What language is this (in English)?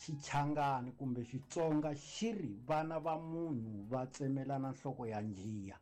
Tsonga